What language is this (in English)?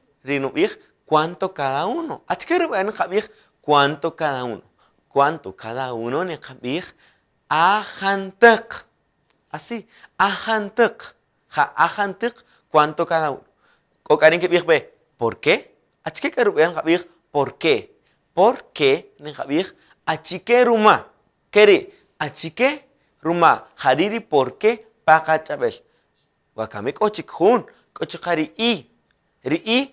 Kaqchikel